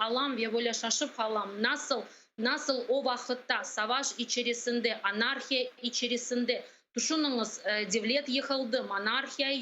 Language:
Crimean Tatar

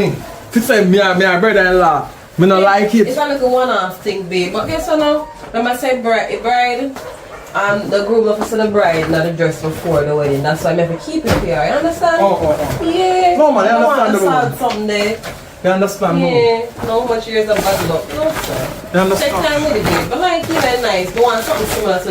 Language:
Jamaican Creole English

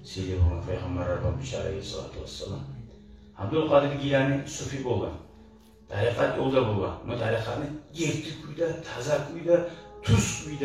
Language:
Kumyk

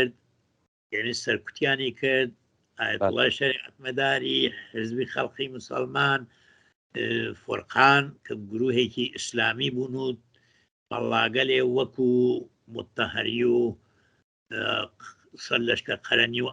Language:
Central Kurdish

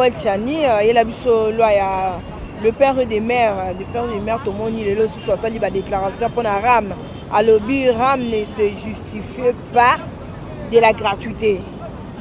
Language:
Lingala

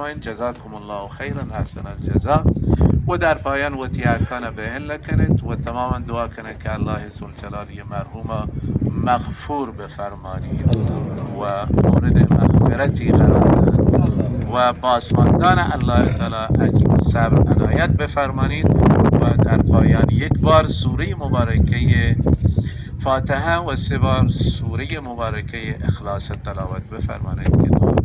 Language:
Baluchi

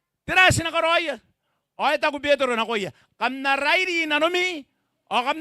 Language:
Gilbertese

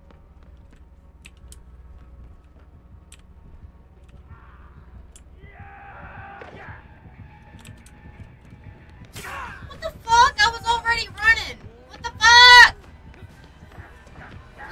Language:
English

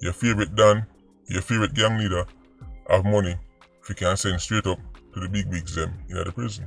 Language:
Jamaican Creole English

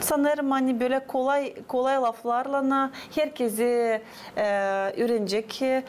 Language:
Gagauz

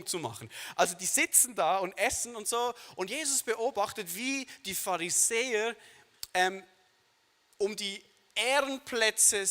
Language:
Swiss German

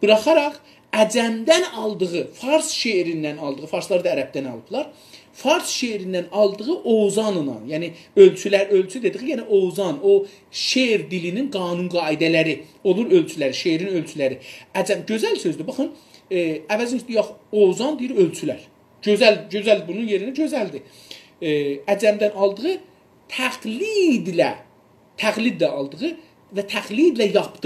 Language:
South Azerbaijani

